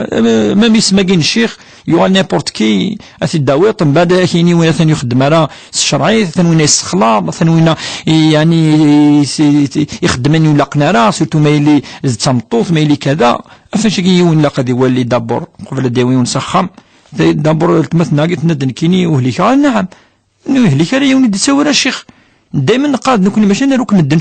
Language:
Kabyle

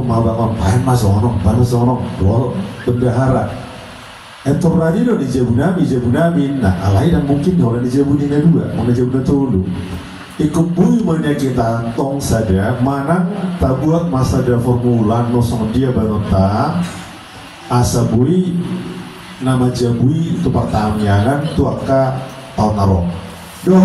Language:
Batak Toba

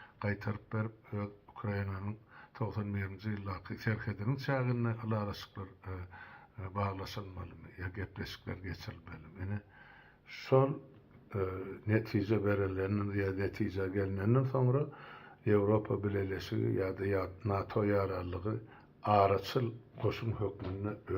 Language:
Turkmen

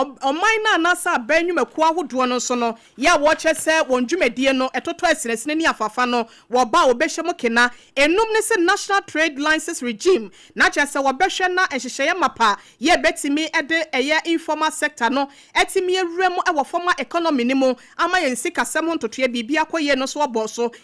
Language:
Akan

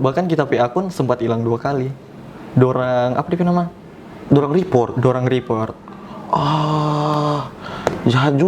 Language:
Manado Malay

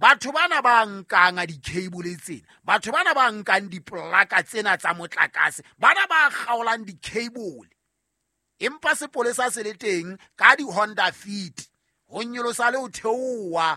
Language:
Southern Sotho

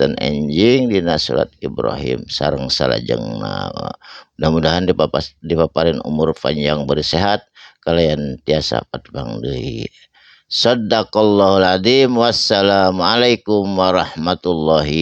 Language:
Sundanese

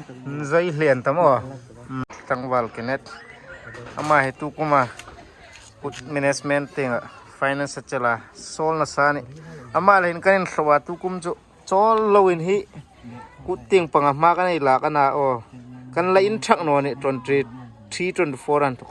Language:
Hmar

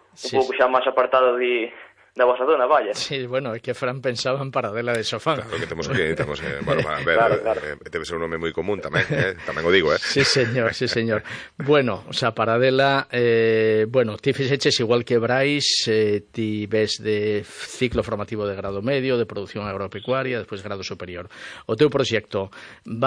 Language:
Galician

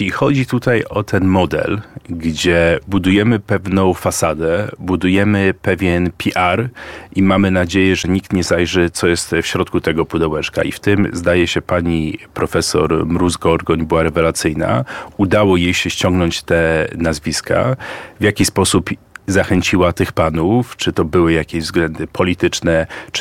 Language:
Polish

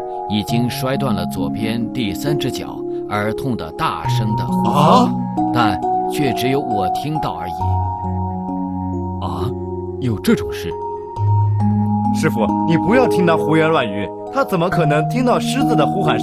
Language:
Chinese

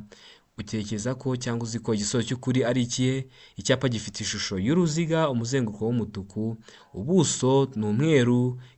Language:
Kinyarwanda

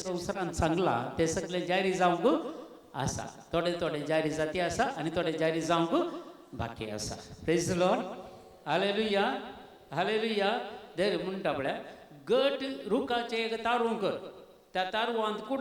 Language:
Konkani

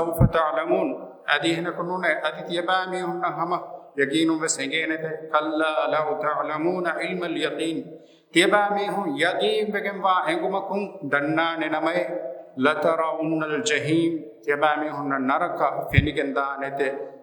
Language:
Divehi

